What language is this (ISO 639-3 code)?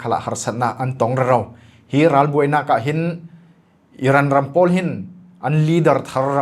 cfm